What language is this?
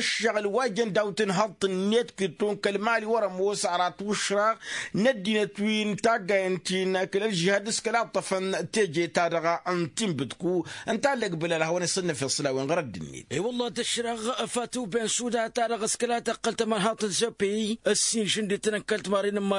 Tamasheq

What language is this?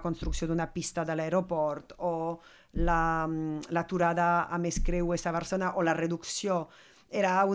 Catalan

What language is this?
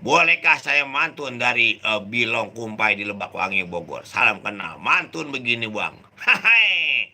Betawi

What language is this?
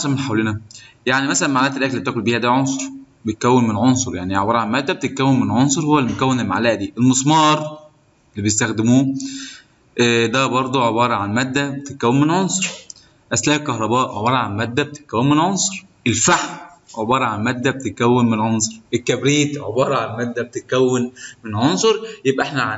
Egyptian Arabic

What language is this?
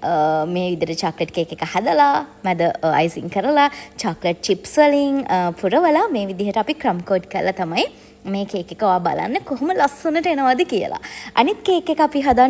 Sinhala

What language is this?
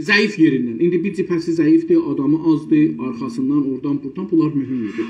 South Azerbaijani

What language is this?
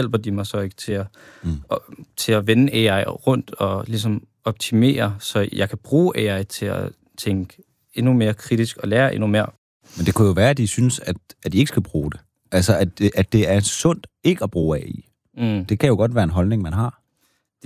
Danish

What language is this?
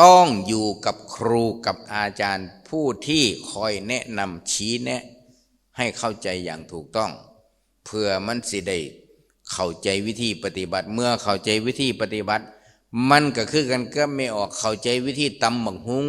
Lao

